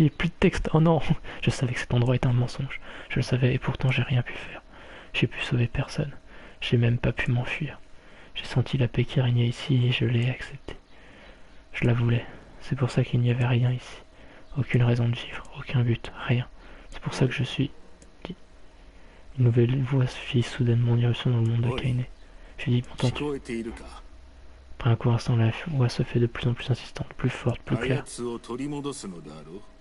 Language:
French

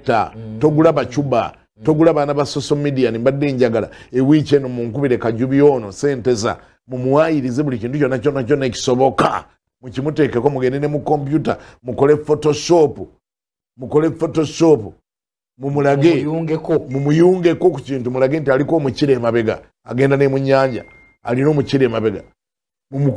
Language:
Ganda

